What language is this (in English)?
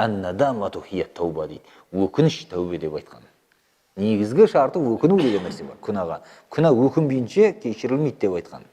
Kazakh